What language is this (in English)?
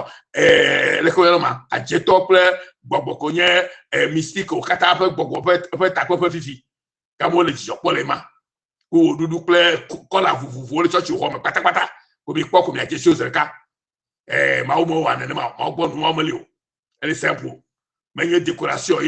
Ewe